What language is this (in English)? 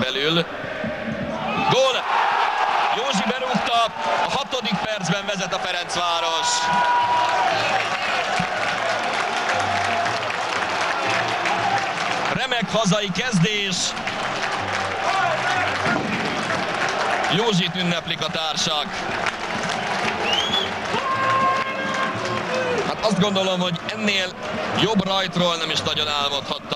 Hungarian